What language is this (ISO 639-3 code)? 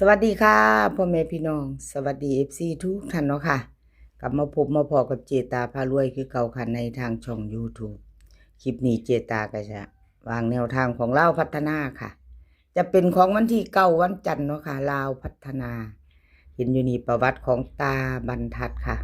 tts